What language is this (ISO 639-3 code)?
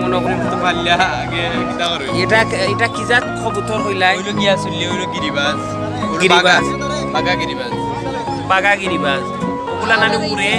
syl